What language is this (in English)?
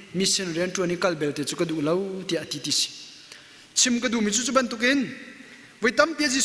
Hakha Chin